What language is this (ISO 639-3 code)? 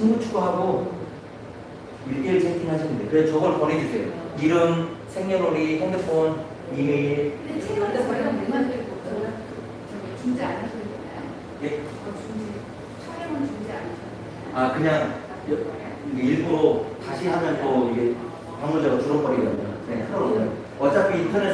kor